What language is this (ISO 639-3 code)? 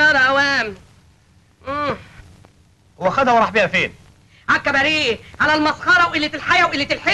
arz